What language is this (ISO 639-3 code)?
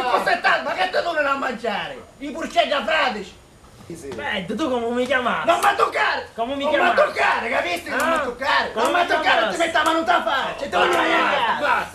scn